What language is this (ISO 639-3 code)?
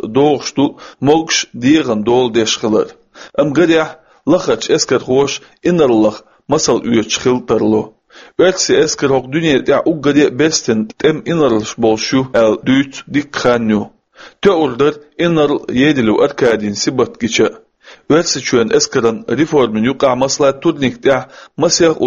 che